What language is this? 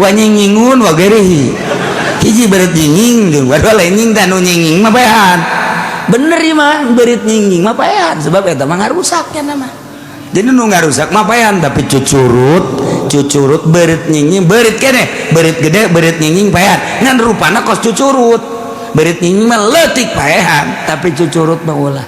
Sundanese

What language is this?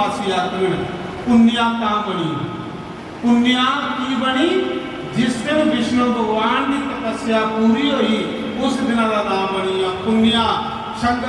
Dogri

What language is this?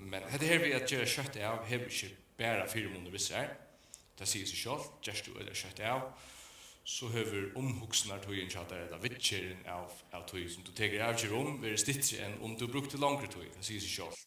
Faroese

